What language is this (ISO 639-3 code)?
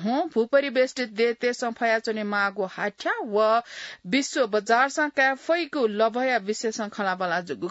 new